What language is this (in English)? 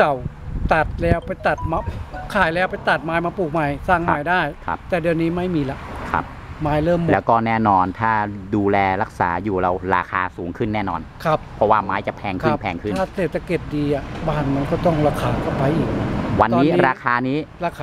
Thai